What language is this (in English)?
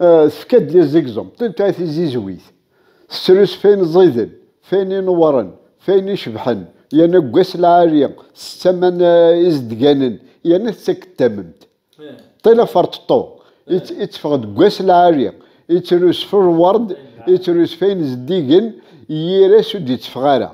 Kabyle